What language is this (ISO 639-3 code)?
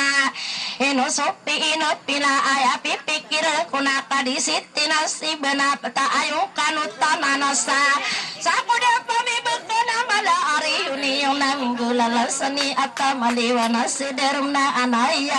mrw